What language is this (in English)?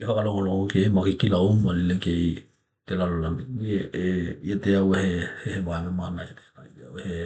Tokelau